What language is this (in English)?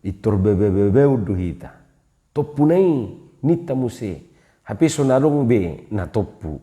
Batak Toba